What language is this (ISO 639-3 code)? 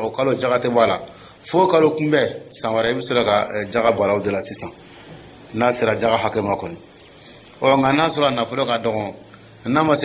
dyu